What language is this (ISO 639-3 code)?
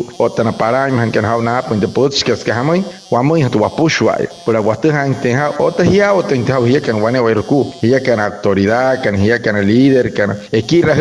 guc